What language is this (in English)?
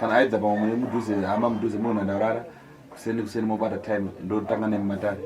Shona